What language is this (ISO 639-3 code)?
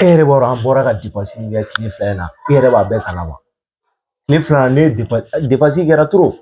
bam